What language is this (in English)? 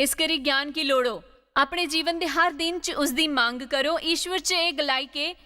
Dogri